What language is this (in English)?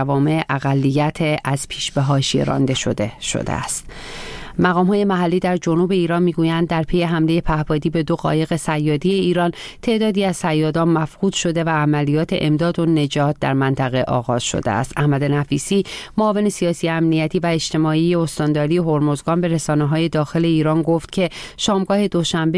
Persian